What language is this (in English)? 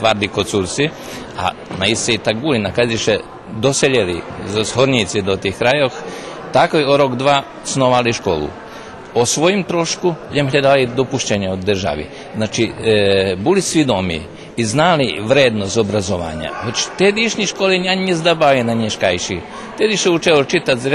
Rusyn